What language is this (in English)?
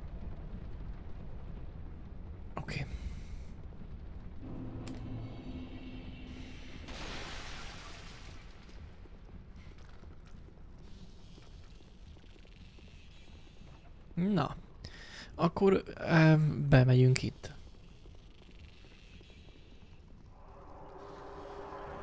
Hungarian